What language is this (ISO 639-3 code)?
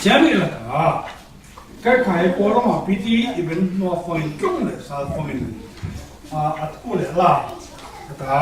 cfm